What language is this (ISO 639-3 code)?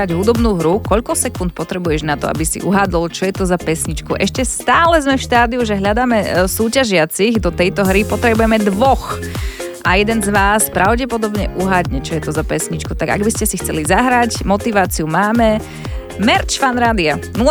slk